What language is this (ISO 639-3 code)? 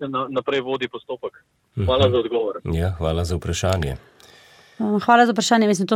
slv